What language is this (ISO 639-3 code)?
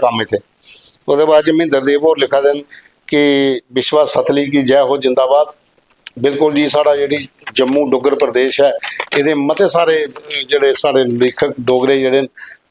doi